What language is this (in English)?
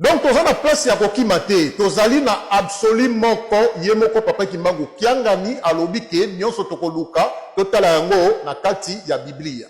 Lingala